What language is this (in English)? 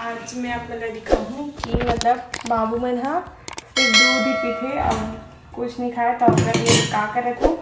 Chhattisgarhi